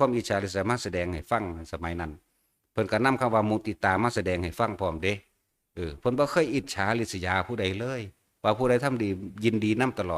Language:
Northeastern Thai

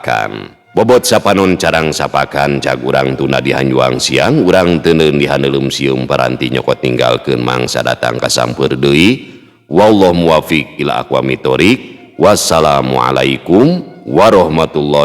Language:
Sundanese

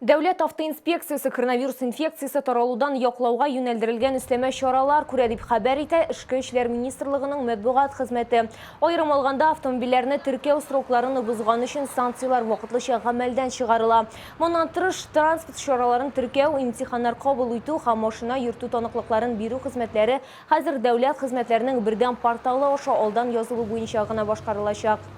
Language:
Tatar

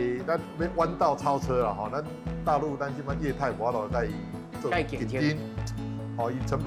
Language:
Min Nan Chinese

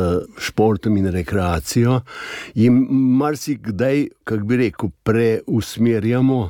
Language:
Slovenian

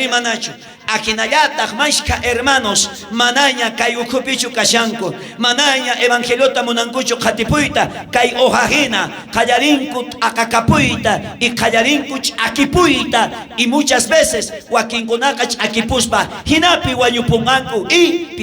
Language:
South Bolivian Quechua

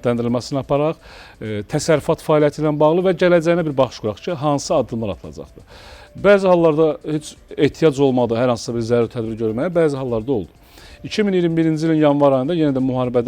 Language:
Azerbaijani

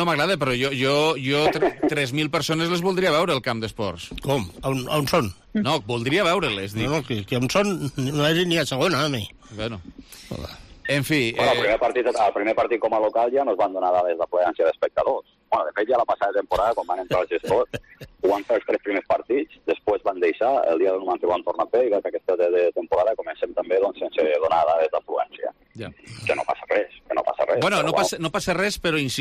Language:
Catalan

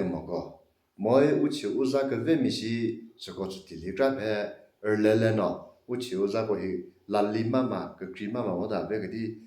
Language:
Chokri Naga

